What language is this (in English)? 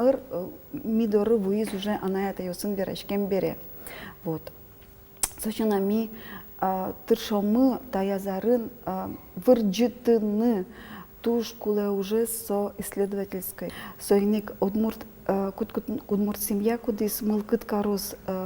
Udmurt